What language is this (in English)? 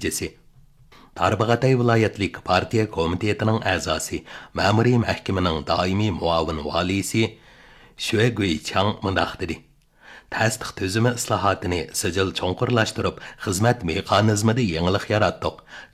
Uyghur